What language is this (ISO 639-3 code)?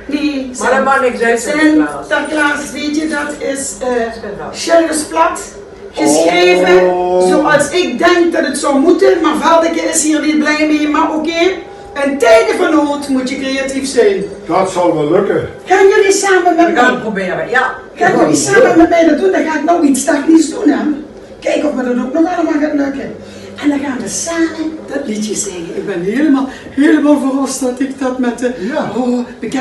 lim